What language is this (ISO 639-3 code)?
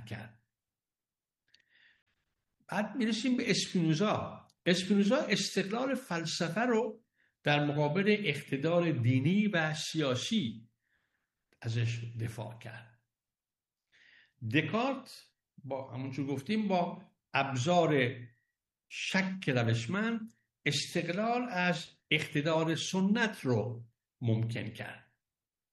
fas